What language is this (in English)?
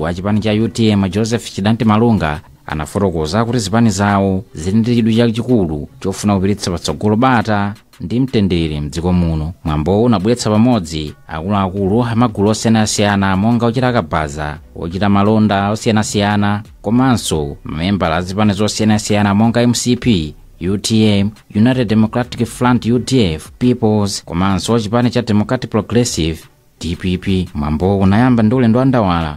Nyanja